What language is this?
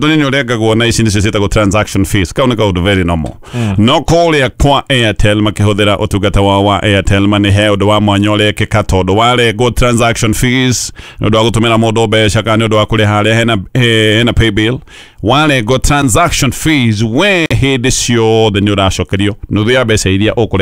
Kikuyu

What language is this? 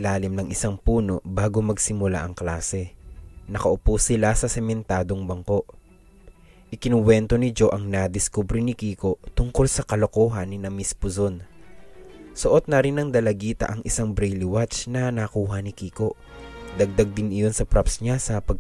Filipino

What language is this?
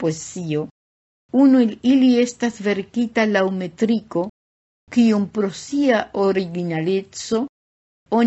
Esperanto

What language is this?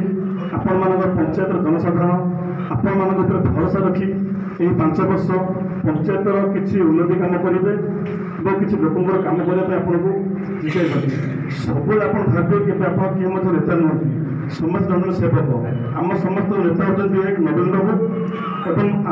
Odia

